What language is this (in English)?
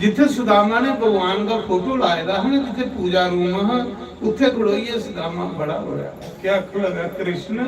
Dogri